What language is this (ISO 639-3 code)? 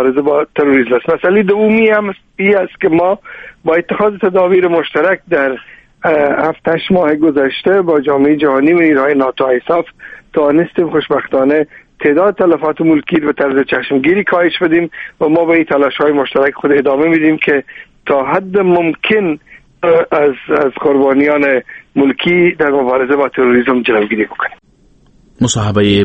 fas